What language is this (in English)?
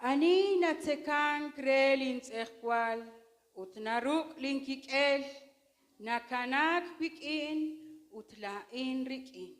Kekchí